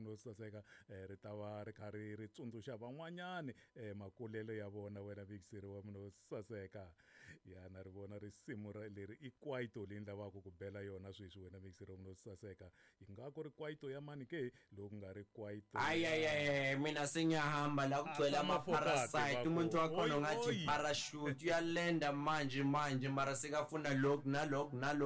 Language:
Tsonga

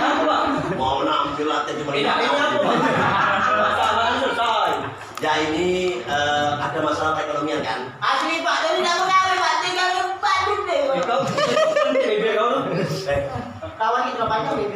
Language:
Musi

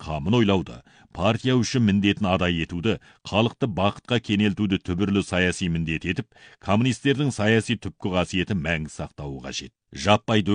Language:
Kazakh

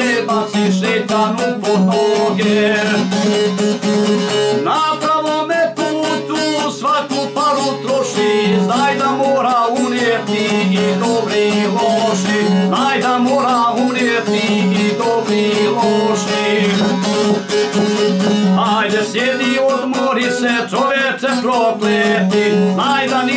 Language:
Bosnian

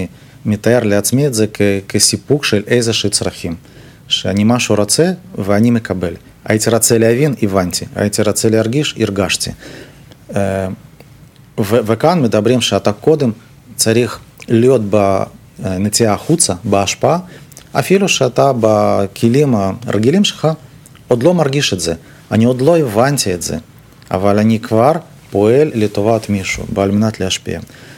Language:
Hebrew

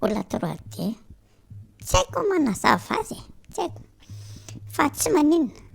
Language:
Malagasy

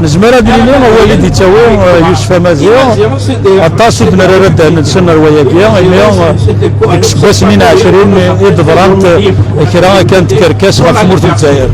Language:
Kabyle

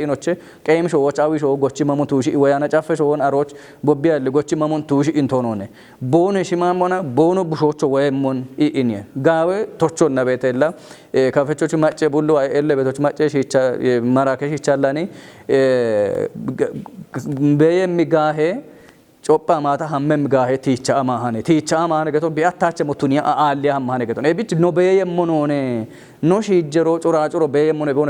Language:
Kafa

